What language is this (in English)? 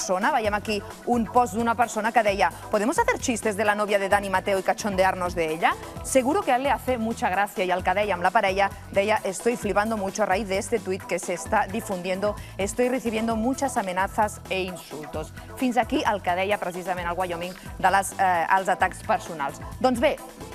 Catalan